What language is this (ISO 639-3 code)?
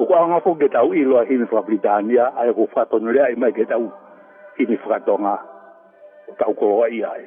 ton